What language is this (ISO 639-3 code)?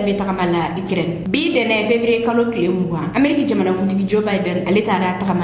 bam